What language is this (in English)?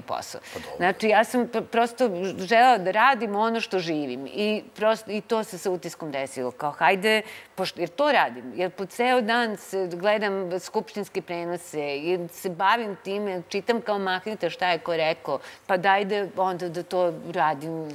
Serbian